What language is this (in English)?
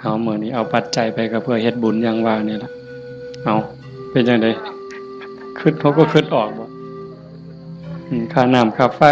Northeastern Thai